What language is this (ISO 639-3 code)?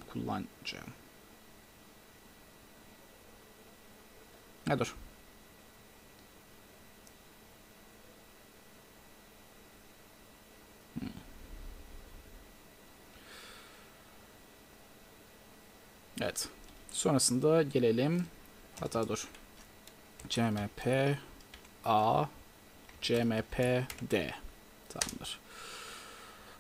tur